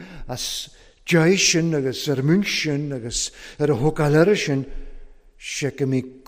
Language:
Welsh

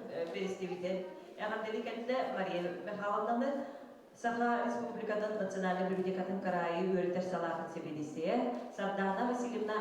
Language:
Yakut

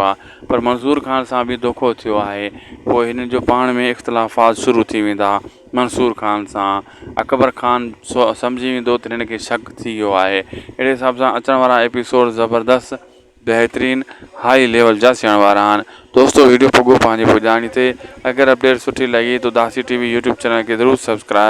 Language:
Sindhi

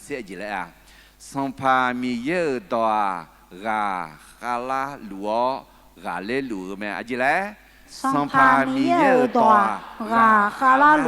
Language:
Akha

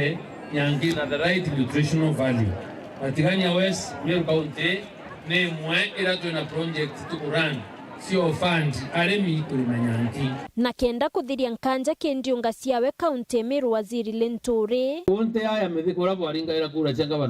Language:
Meru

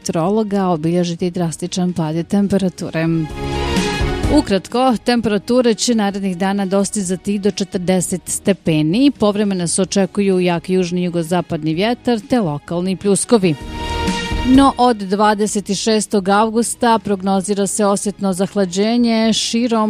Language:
Bosnian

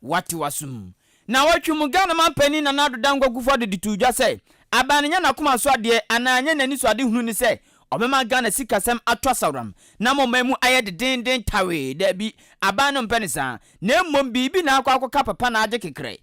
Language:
Akan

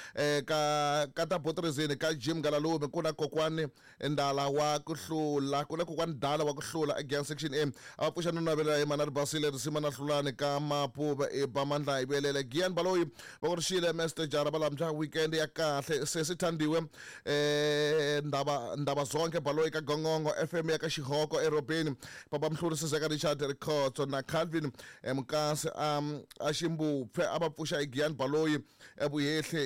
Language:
Tsonga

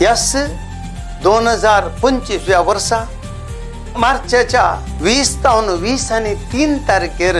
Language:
Konkani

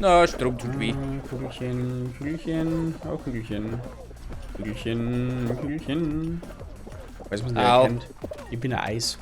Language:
Bavarian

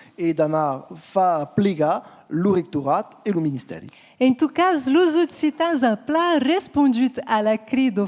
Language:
Occitan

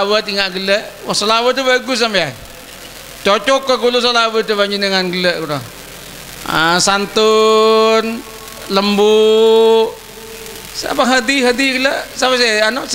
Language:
Madurese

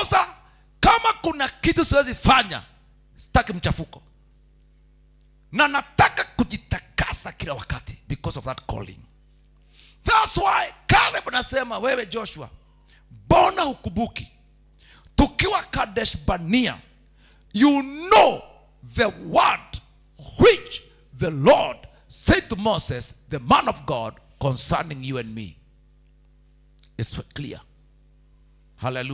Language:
Swahili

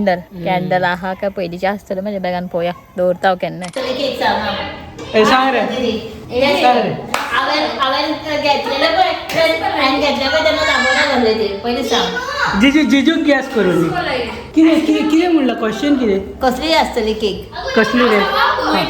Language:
Konkani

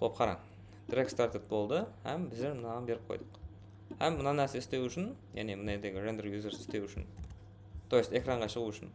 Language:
Kara-Kalpak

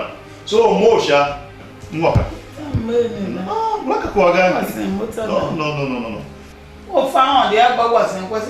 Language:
Tiv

